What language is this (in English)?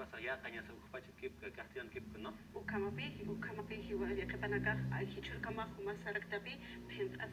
Aymara